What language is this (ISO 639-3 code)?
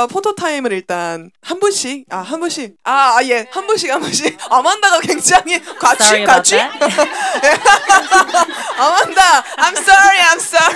kor